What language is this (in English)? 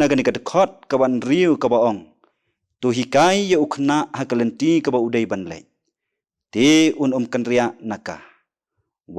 Khasi